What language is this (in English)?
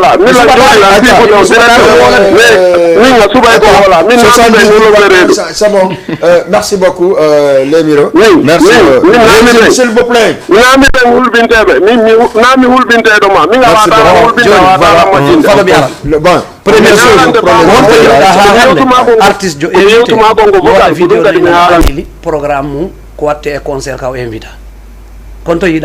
Fula